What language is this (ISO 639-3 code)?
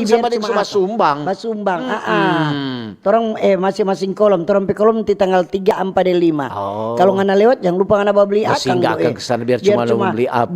xmm